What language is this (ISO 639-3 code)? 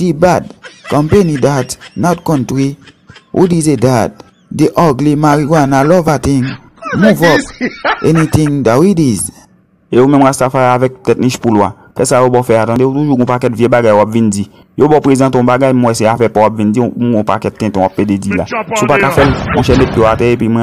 hat